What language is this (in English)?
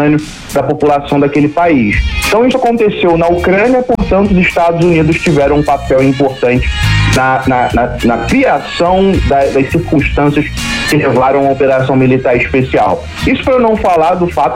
Portuguese